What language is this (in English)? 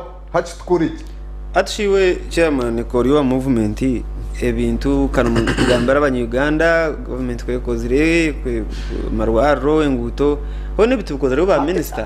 Nyankole